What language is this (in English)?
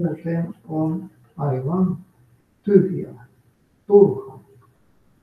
Finnish